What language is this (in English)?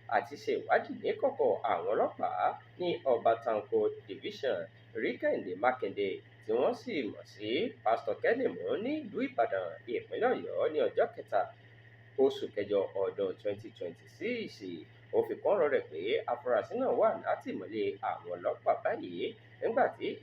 Yoruba